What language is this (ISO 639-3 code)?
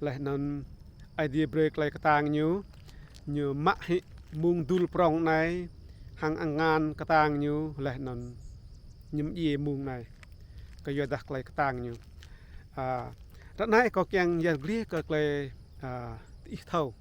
rad